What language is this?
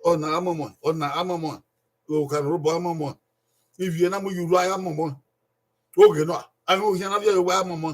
Bini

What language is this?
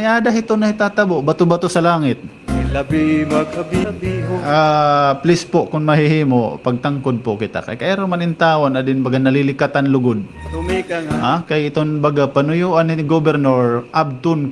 Waray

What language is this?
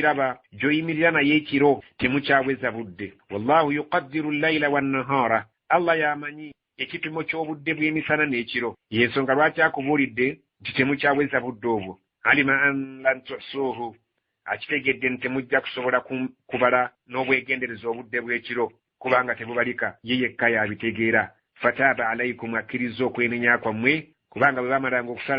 Ganda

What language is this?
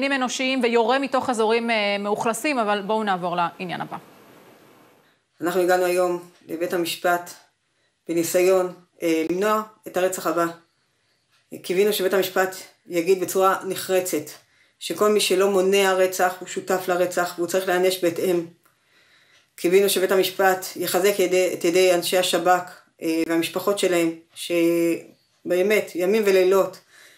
Hebrew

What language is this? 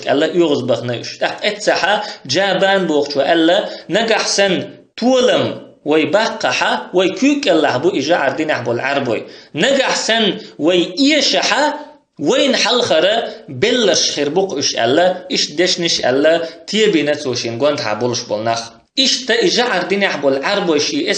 Chechen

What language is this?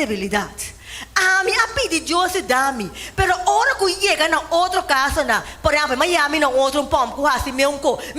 Papiamento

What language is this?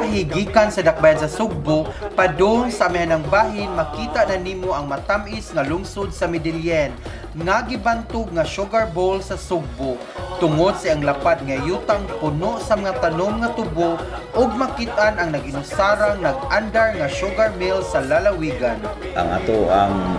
Cebuano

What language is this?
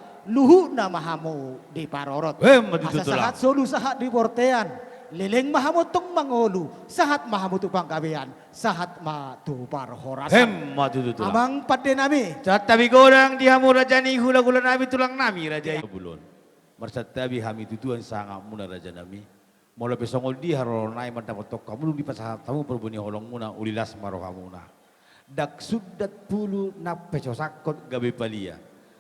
Batak Toba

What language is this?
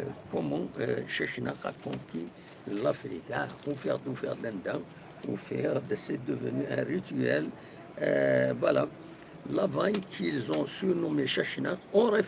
Kabyle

